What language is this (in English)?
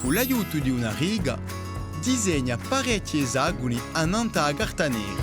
Corsican